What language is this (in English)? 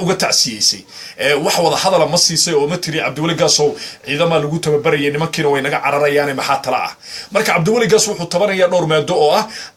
Somali